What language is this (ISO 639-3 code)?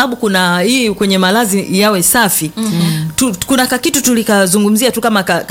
swa